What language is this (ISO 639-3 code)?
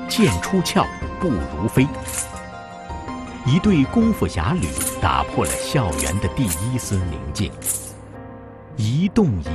zho